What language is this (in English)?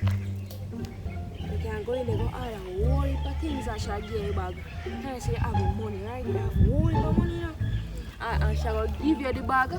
Jamaican Creole English